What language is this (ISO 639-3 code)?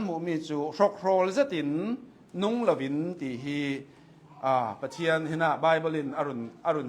cnh